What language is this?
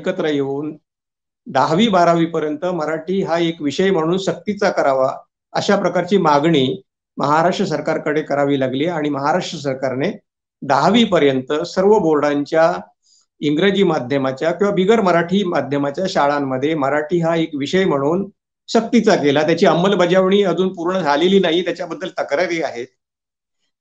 Marathi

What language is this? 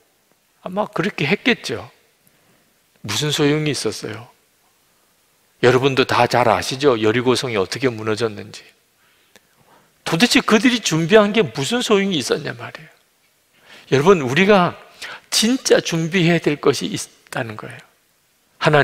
Korean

